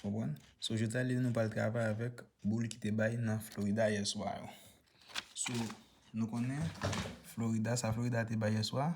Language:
Haitian Creole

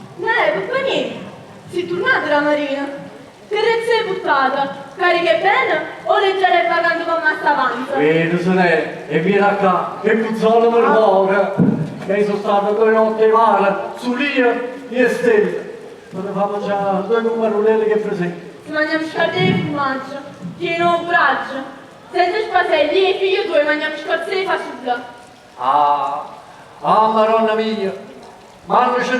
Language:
Neapolitan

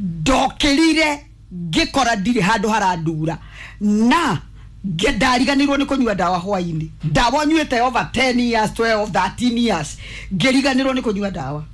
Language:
Kikuyu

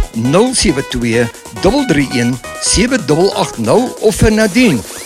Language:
Afrikaans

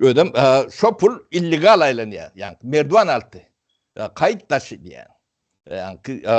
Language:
Turkmen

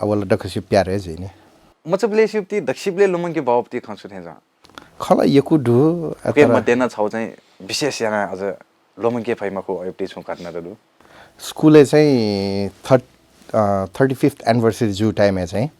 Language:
Newari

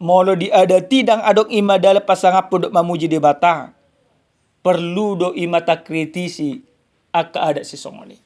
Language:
Batak Toba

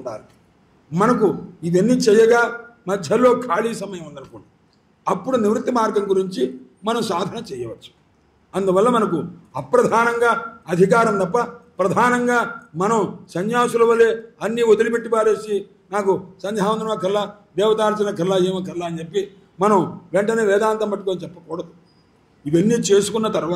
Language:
Telugu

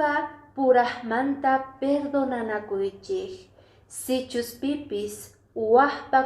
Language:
Quechua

